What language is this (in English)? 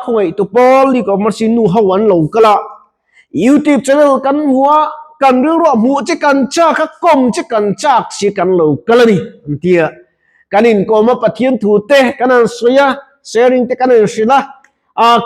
Mizo